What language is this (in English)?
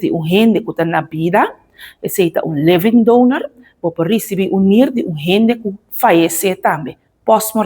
Papiamento